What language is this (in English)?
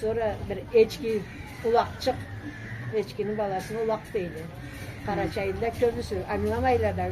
Karachay-Balkar